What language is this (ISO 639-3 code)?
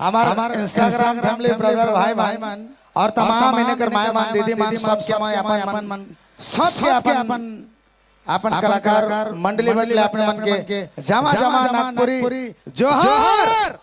sck